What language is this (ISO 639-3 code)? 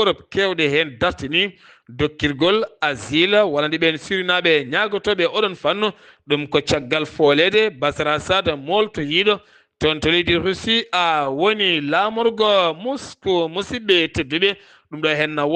ful